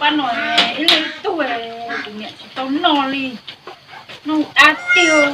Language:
Hmong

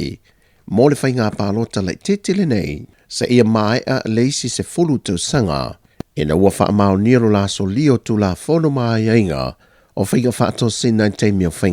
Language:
Samoan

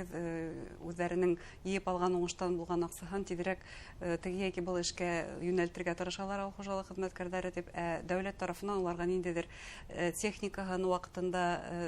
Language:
Bashkir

